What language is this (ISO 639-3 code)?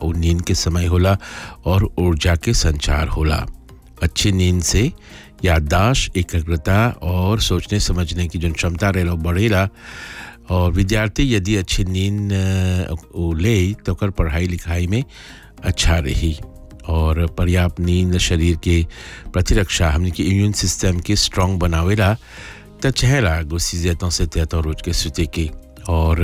bho